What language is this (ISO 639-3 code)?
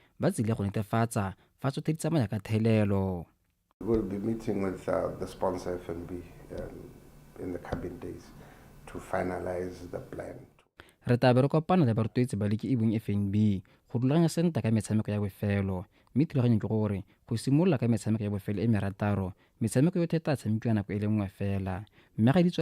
tsn